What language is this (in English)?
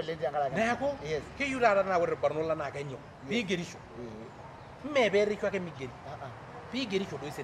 Masai